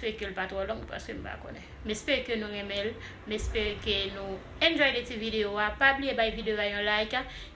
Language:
Haitian Creole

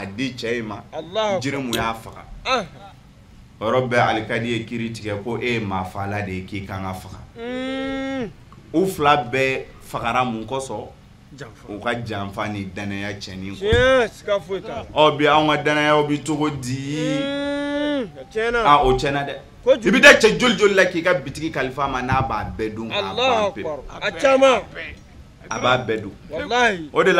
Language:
Bambara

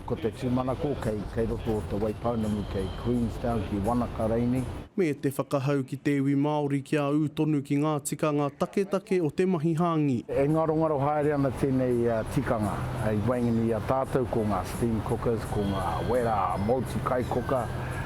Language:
Māori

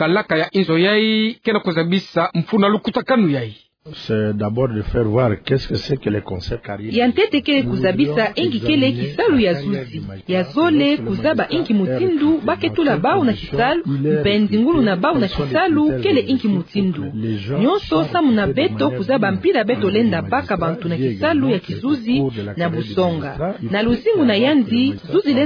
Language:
Kituba (Democratic Republic of Congo)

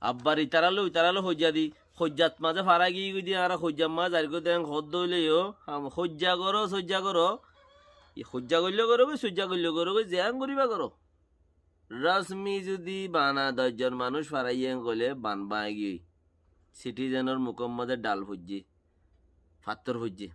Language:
Rohingya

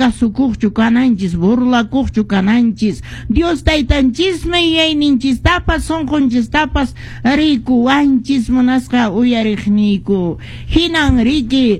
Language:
Quechua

